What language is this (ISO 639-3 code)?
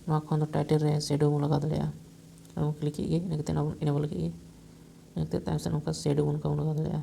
sat